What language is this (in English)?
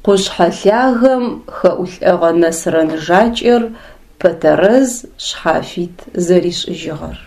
Adyghe